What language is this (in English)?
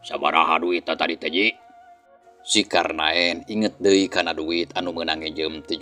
Sundanese